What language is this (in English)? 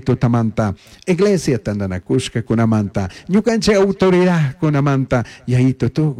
Chimborazo Highland Quichua